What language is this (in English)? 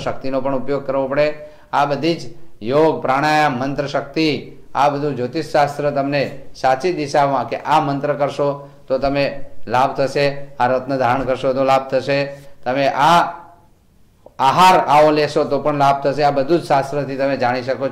Gujarati